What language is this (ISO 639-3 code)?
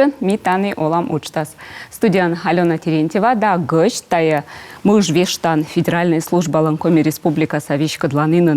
kom